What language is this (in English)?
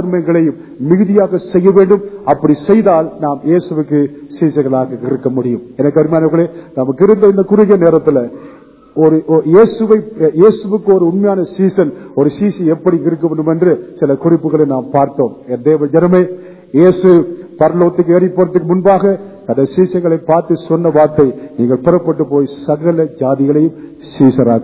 Tamil